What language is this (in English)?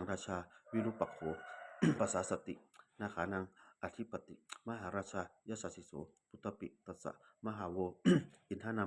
Pali